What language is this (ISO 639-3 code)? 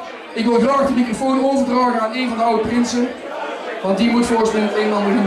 nld